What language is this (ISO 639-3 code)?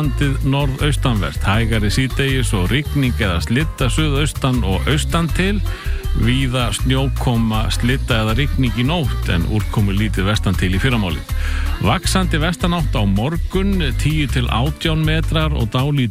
isl